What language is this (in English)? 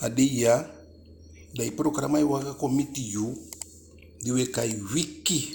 Eastern Maroon Creole